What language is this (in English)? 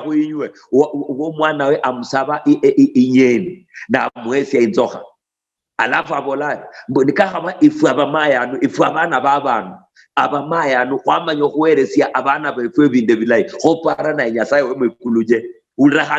Luyia